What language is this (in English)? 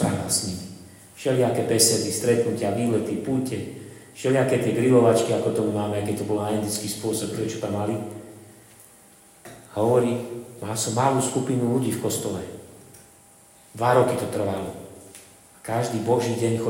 Slovak